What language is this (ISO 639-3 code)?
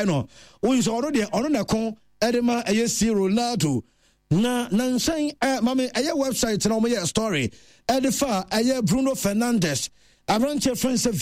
aka